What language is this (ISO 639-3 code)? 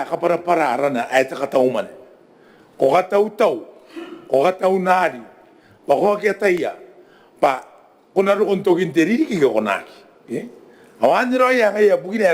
gil